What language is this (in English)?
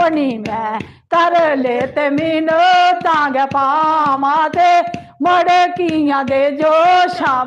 Dogri